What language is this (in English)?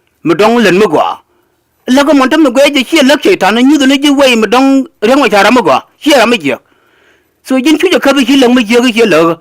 Nuer